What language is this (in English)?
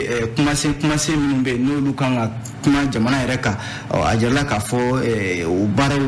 Bambara